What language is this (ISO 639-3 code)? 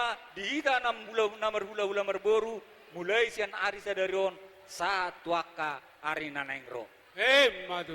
bbc